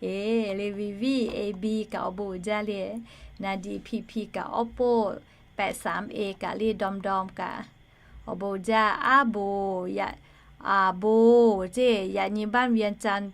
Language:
Lahu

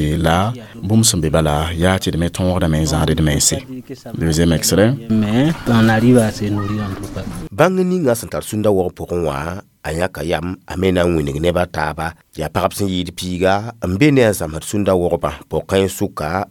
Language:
Mossi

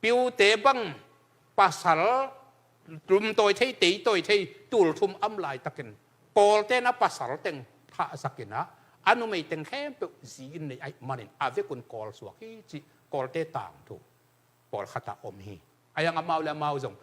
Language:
Tedim Chin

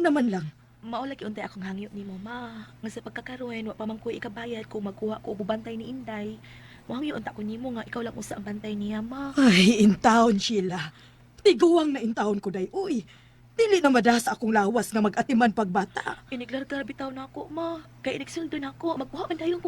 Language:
Cebuano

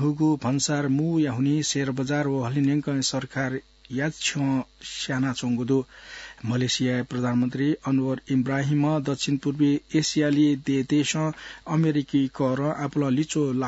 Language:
Newari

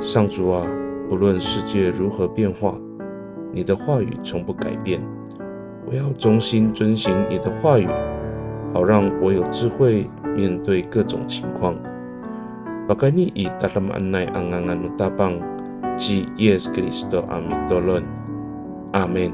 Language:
Amis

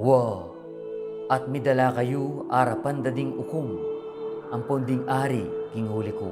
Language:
Pampanga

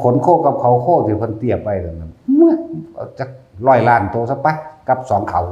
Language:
Northeastern Thai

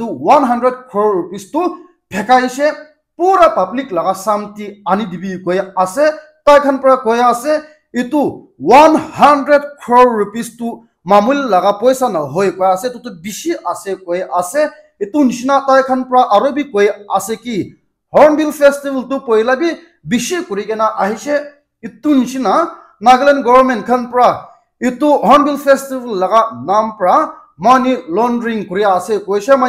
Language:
Naga Pidgin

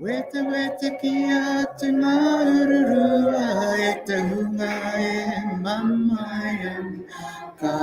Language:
Māori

